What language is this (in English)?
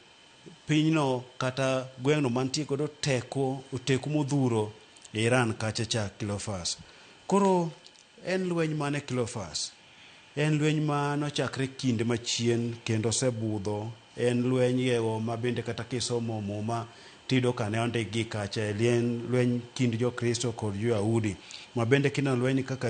Luo (Kenya and Tanzania)